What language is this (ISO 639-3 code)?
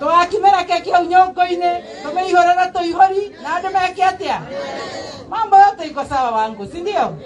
kik